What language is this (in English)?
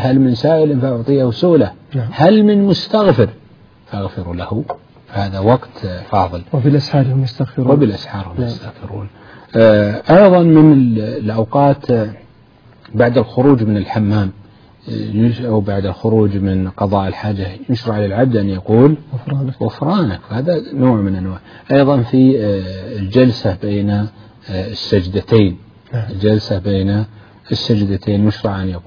Arabic